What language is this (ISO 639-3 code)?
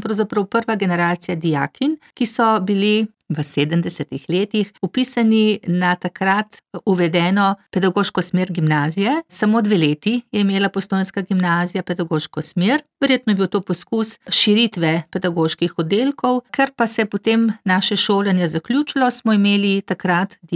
slv